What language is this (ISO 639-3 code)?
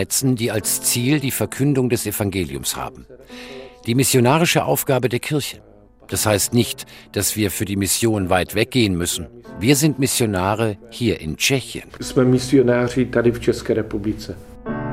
deu